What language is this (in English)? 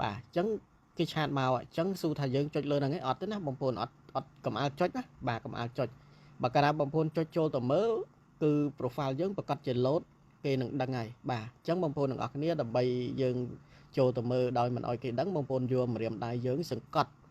Khmer